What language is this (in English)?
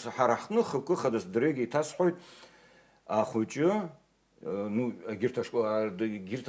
Abkhazian